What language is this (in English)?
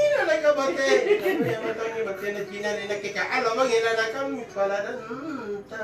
Makasar